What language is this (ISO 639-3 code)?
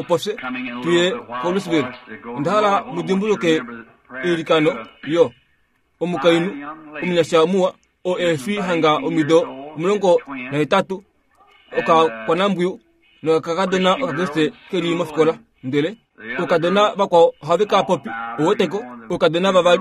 kua